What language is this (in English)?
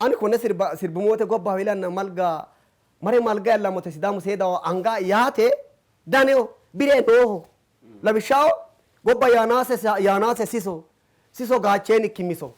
Sidamo